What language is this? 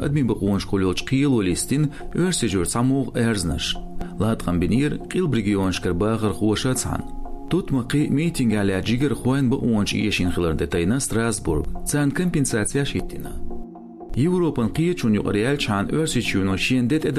Chechen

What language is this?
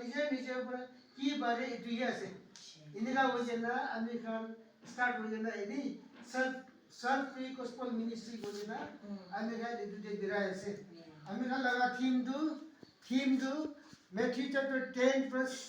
Naga Pidgin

